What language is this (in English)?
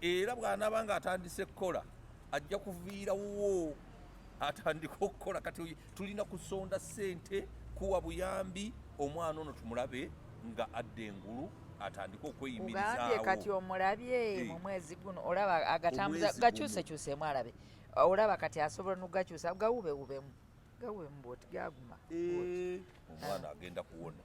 Ganda